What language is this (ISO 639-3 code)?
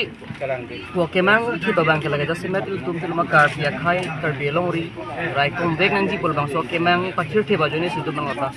mjw